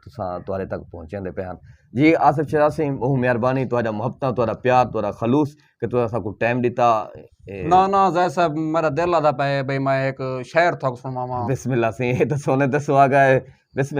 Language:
Saraiki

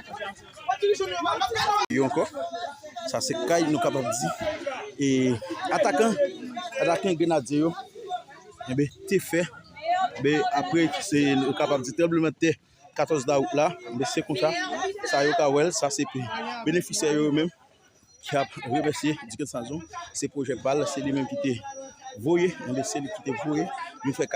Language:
Haitian Creole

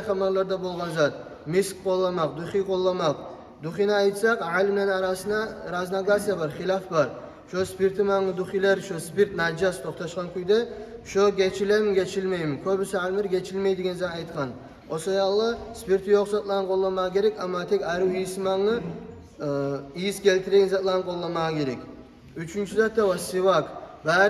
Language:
Kumyk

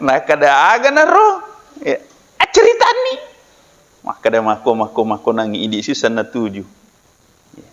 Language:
Buginese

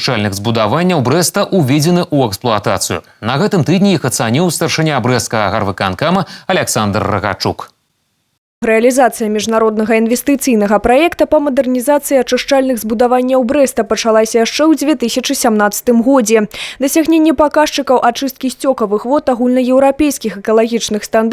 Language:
Belarusian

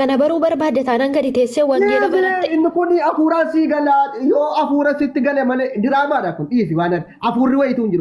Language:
Oromo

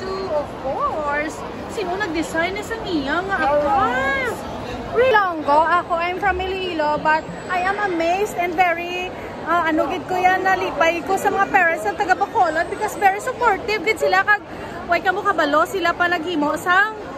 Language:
Hiligaynon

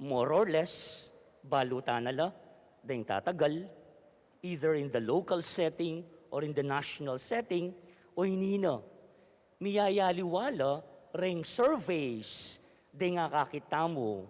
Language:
Pampanga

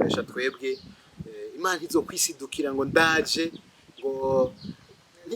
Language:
Rundi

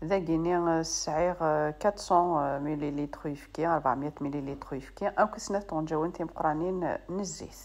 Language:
Kabyle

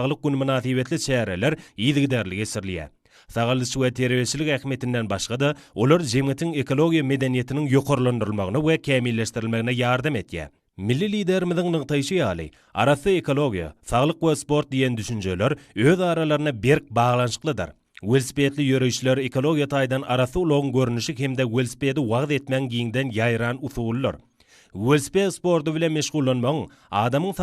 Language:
Turkmen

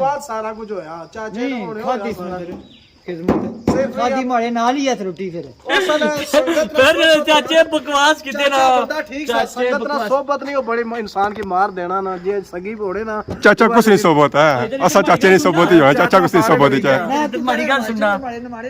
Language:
Pahari-Potwari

